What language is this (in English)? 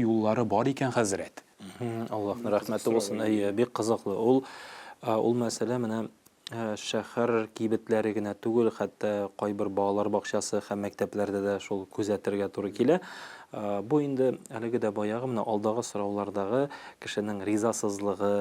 Tatar